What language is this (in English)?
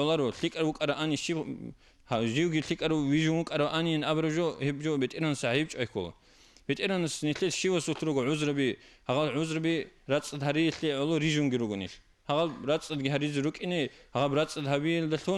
Avaric